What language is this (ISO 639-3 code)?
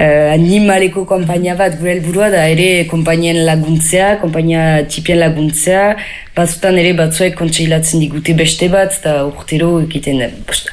eus